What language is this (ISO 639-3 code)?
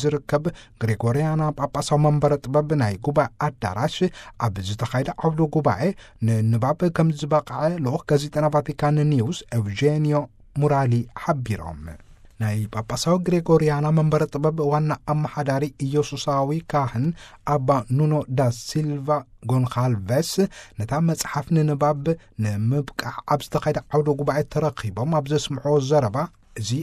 tir